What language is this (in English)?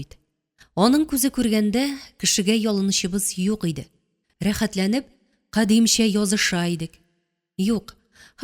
Tatar